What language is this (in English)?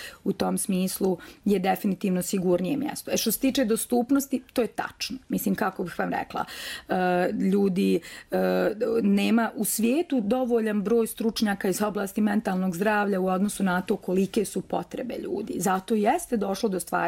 Bosnian